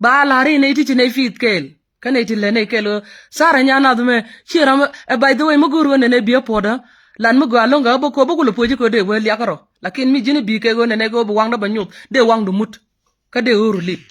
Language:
Nuer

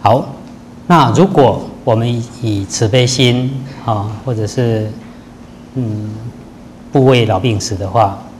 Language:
Chinese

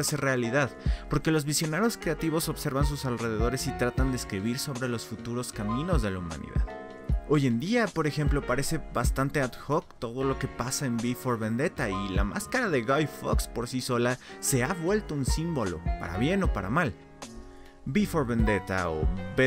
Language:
Spanish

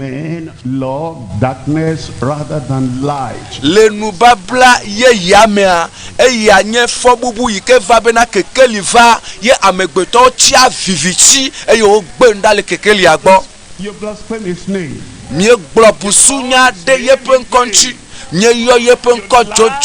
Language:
Ewe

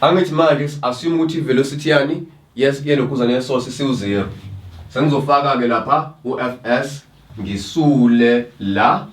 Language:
Zulu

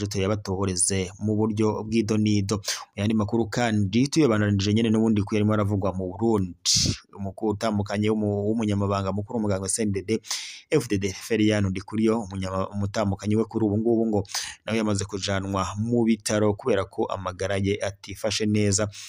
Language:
Rundi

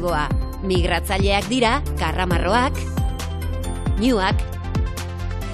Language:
Basque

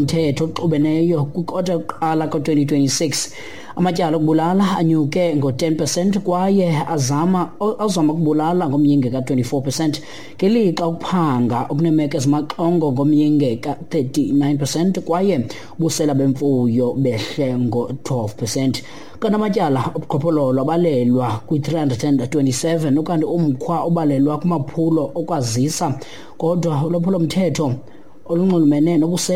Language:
Xhosa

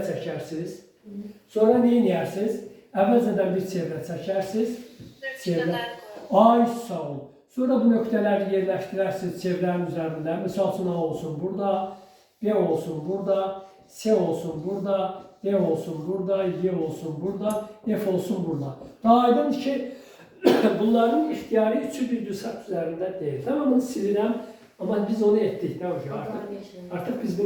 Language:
Azerbaijani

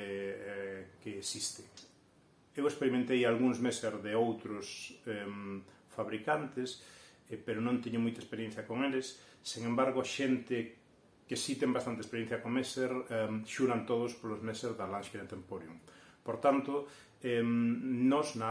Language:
Galician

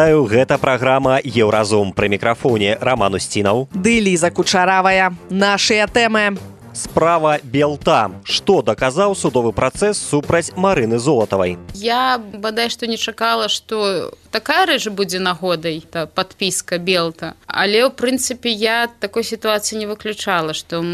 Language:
Belarusian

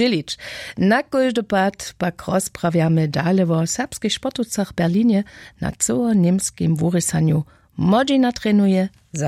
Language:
Upper Sorbian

